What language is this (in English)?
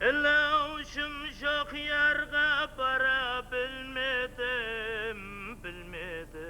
Kara-Kalpak